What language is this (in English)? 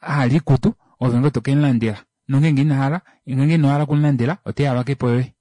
Kuanyama